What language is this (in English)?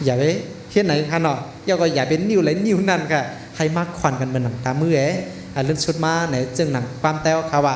Shan